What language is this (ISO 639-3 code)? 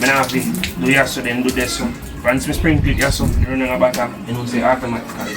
jam